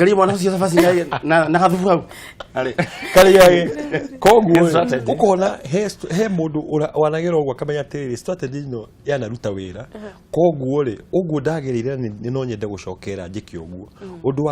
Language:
Kikuyu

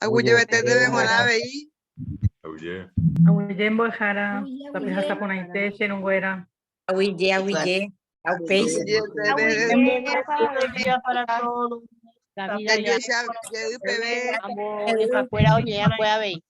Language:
Guarani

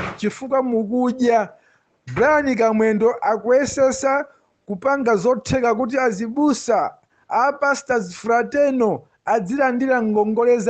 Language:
Nyanja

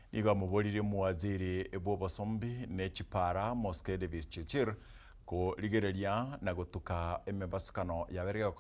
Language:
Gusii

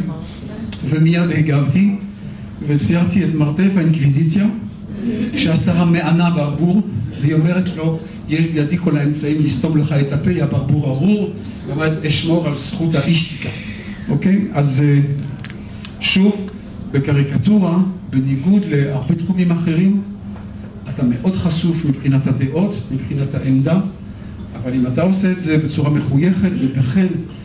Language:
Hebrew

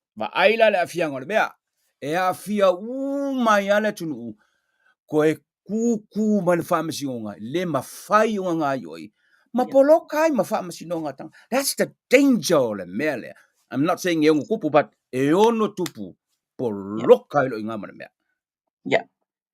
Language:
Samoan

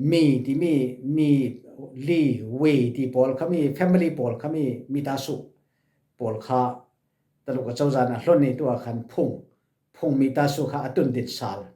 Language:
Falam Chin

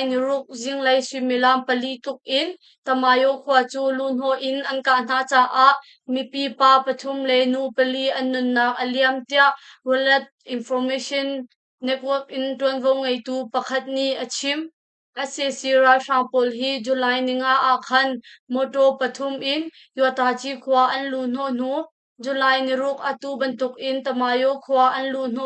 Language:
Hakha Chin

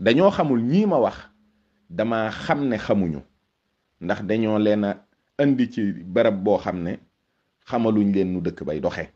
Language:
Wolof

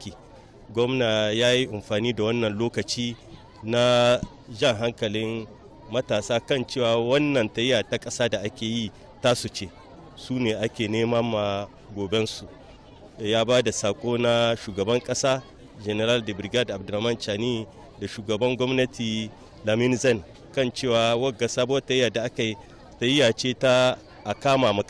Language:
Hausa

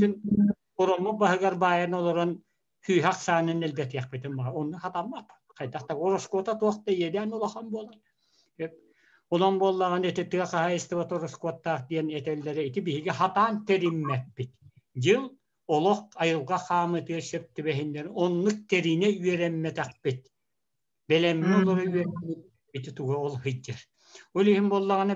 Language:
Yakut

